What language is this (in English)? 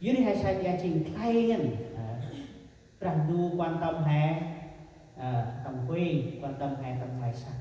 Central Mnong